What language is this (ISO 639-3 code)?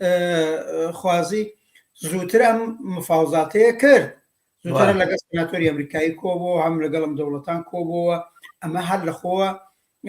ckb